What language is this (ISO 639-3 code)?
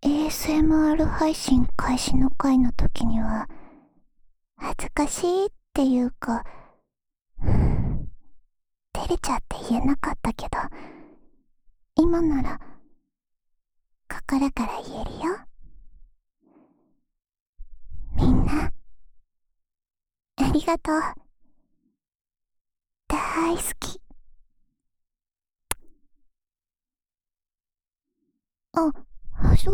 jpn